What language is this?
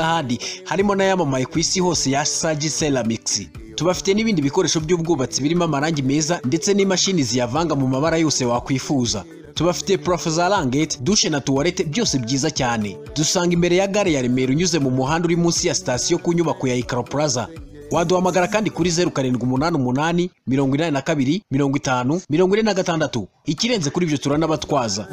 Kinyarwanda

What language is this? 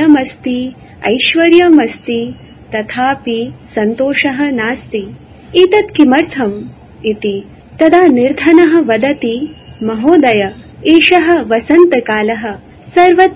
Sanskrit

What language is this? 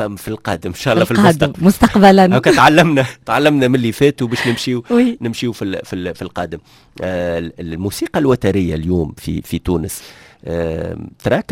Tunisian Arabic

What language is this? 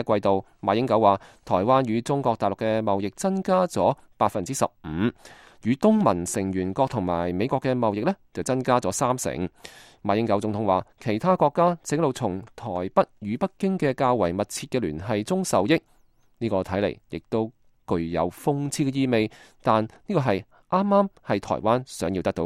Cantonese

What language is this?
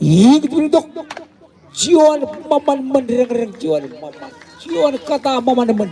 Marshallese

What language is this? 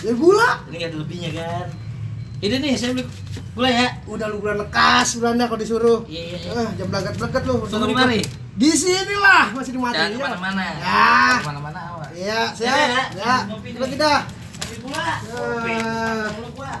Betawi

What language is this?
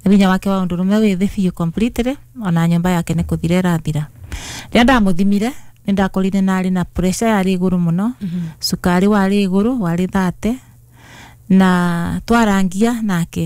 Kikuyu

